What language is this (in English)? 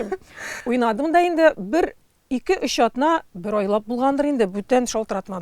Tatar